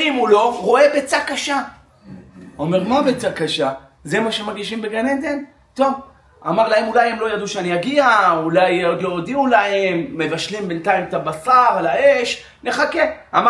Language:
Hebrew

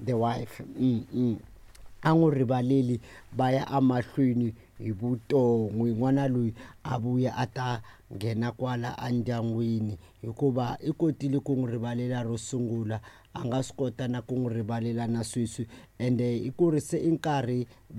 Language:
Tsonga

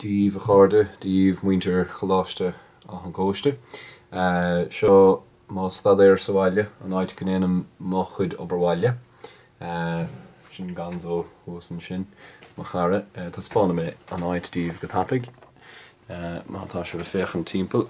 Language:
Irish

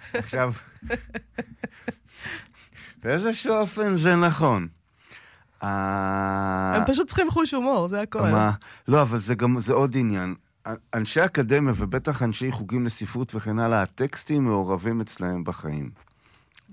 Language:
Hebrew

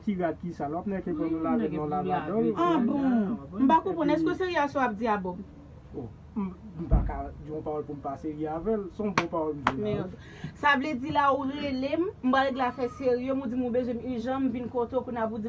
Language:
Haitian Creole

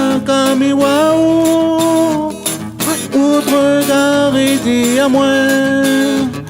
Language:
Réunion Creole French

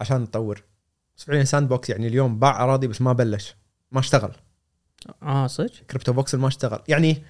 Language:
Gulf Arabic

